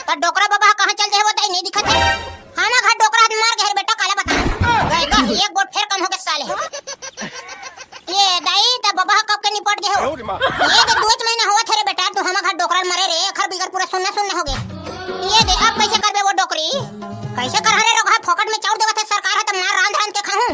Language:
Chhattisgarhi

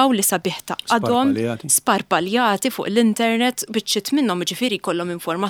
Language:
Maltese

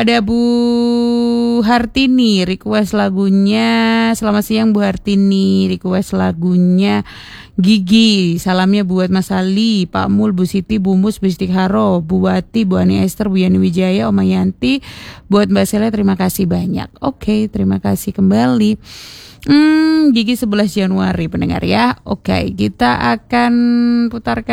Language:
Indonesian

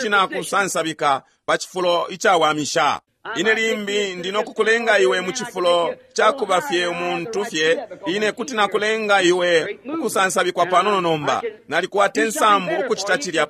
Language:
Bemba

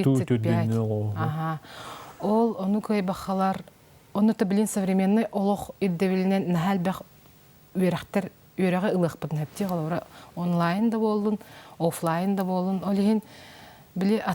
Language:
Yakut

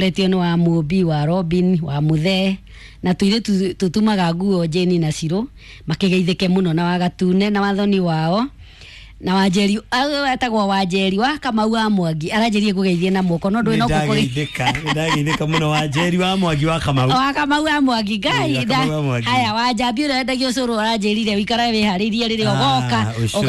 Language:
Kikuyu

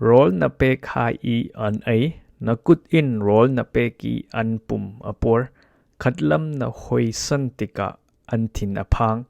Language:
Falam Chin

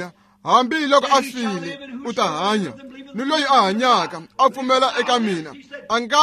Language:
Tsonga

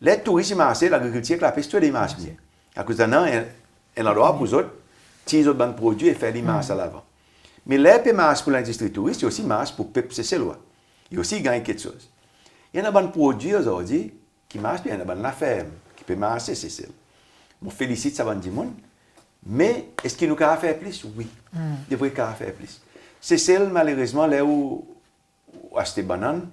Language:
Seselwa Creole French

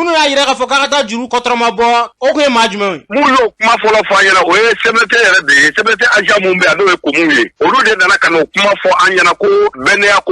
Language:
Bambara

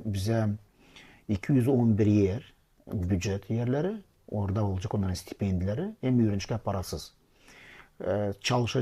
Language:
Gagauz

